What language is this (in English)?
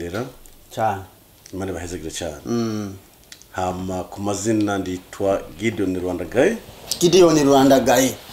Rundi